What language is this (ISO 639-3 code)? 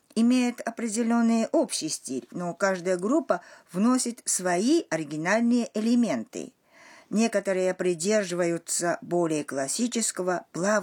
rus